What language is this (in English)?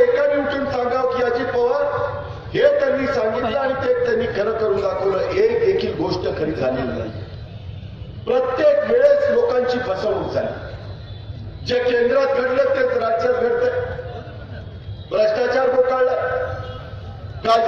Marathi